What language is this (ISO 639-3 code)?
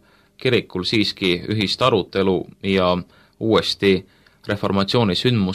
est